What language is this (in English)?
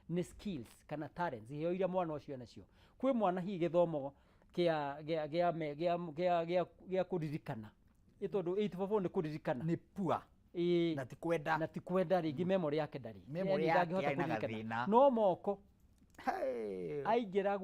Kikuyu